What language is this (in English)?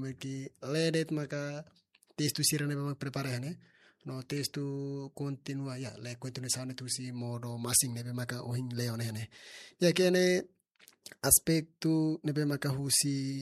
Tetum